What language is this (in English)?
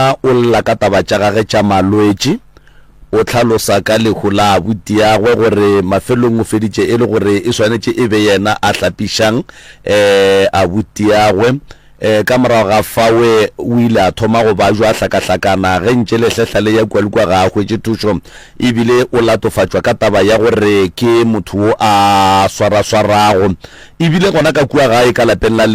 Northern Sotho